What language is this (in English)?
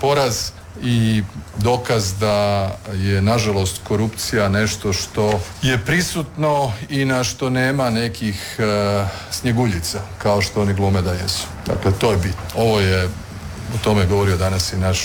Croatian